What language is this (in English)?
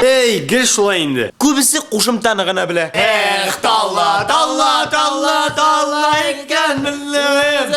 Tatar